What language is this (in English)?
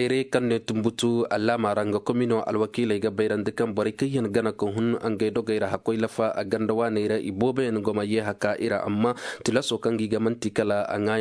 Koyraboro Senni